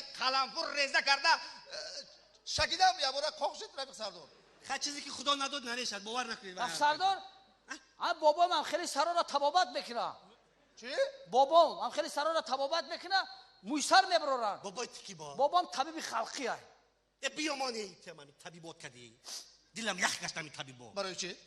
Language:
Tajik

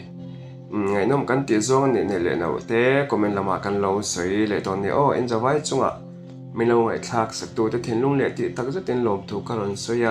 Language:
Mizo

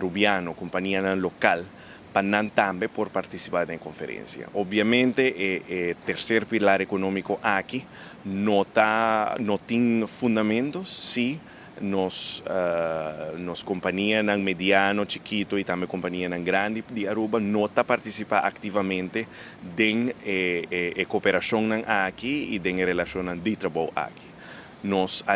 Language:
Papiamento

